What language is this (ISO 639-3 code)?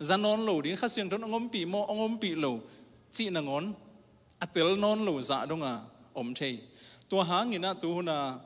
ctd